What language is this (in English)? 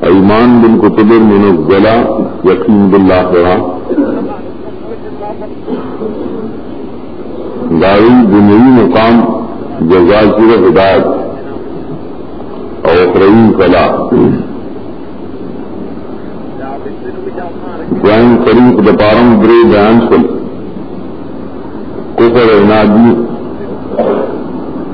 Urdu